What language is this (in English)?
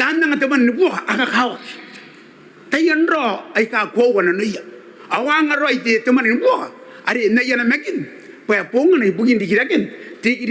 Gilbertese